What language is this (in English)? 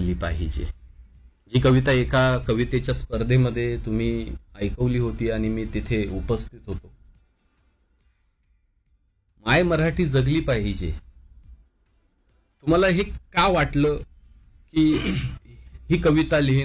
Marathi